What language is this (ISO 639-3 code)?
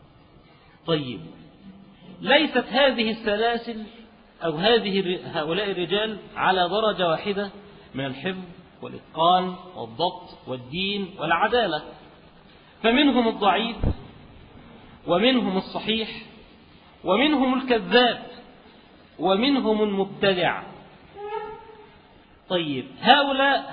ara